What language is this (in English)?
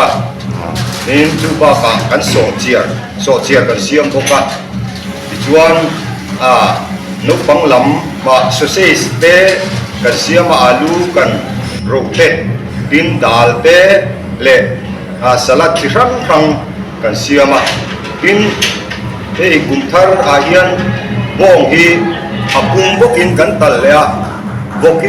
Mizo